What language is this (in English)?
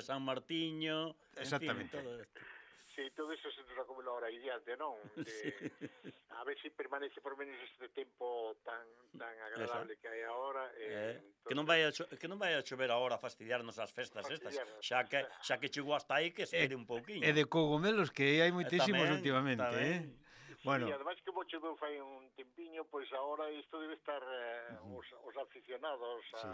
Galician